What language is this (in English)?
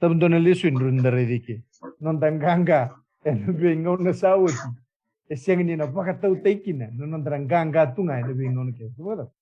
Fijian